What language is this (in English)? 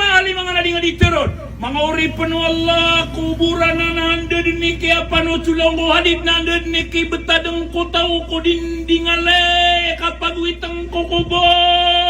Maranao